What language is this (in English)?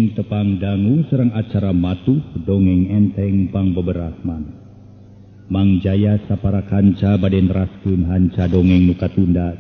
Sundanese